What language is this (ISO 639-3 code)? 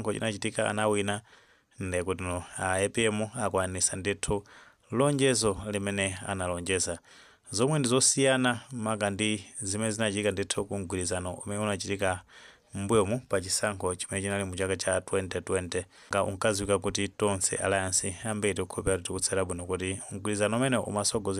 nya